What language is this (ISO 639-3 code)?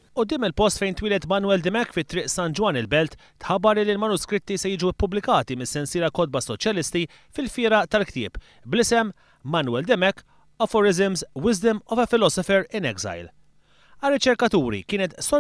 mlt